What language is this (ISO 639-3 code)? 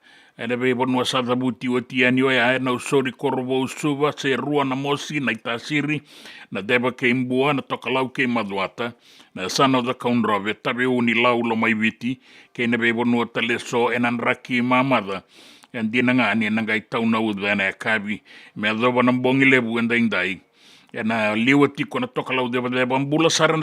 fij